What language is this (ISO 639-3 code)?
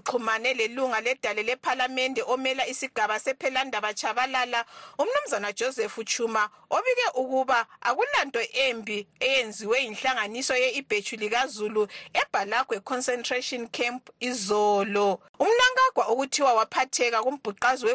nde